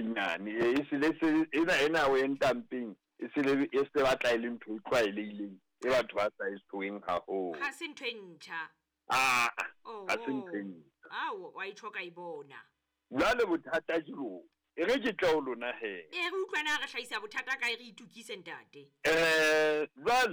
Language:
Southern Sotho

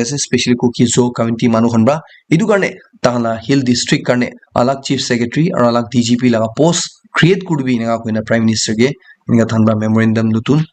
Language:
Naga Pidgin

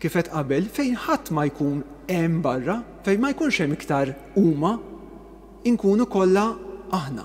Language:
Maltese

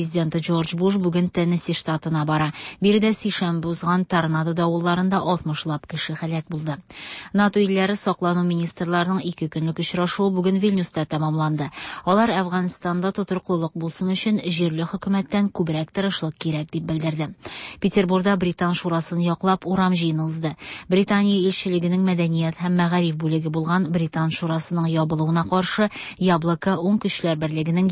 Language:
Tatar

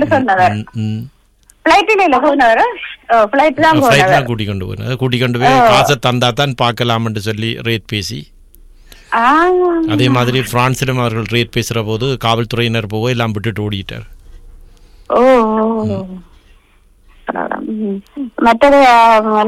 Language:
Tamil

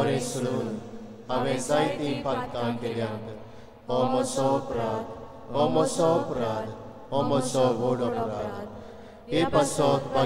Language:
Konkani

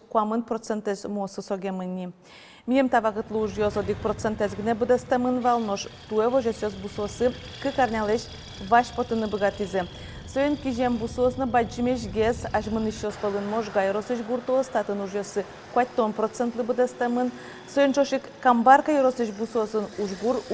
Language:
Udmurt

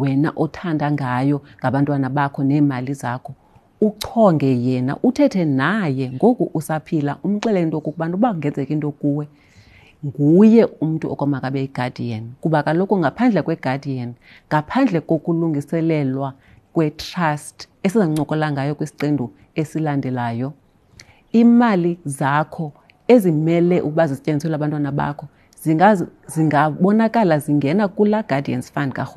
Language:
Xhosa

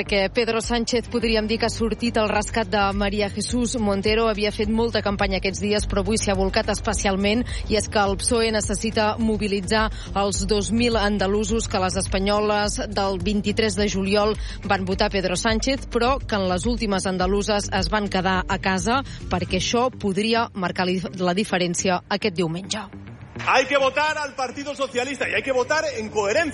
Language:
Catalan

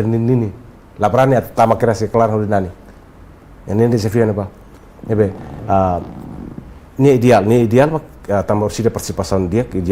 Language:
Tetum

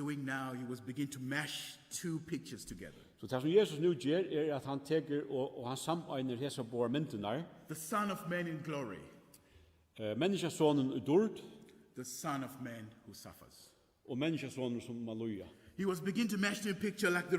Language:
Faroese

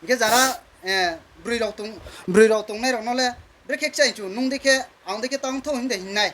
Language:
Riang (India)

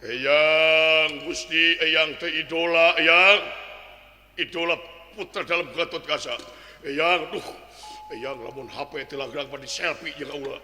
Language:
Sundanese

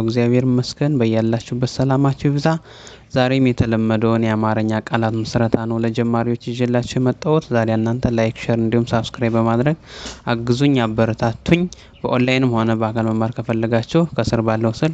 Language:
Amharic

